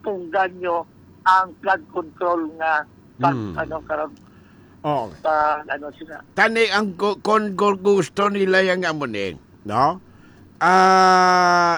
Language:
Hiligaynon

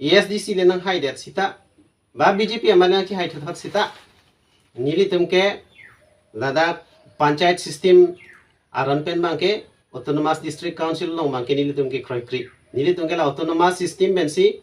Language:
Karbi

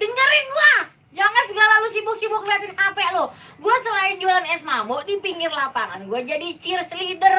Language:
Betawi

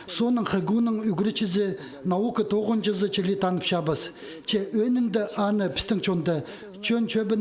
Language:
Khakas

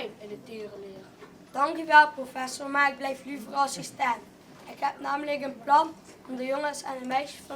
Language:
Limburgish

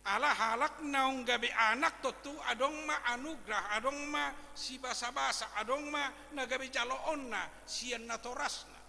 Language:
Batak Toba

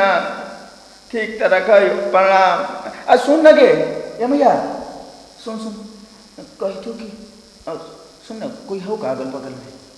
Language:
Magahi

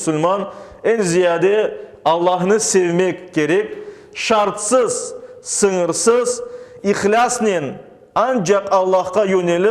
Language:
Crimean Tatar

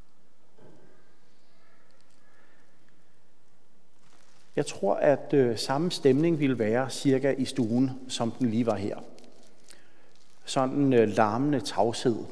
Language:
Danish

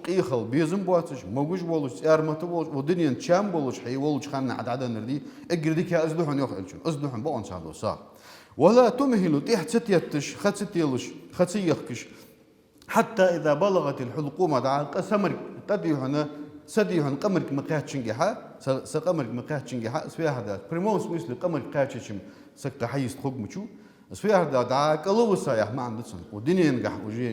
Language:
Ingush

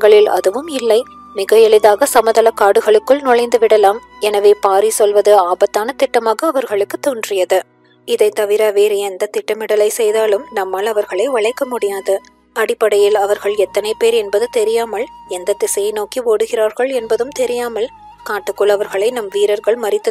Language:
Tamil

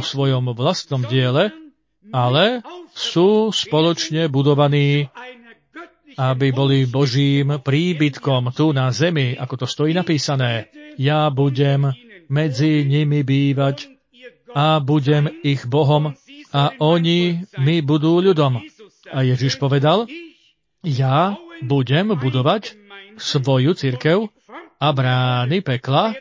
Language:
Slovak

